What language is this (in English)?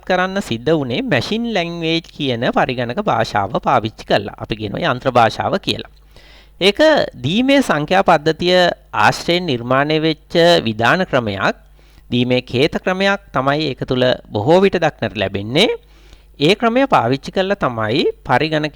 Sinhala